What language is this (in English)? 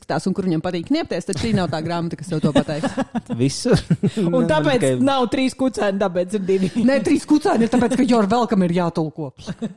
Latvian